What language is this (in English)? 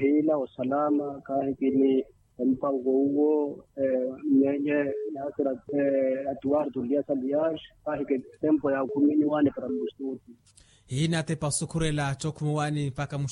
Makhuwa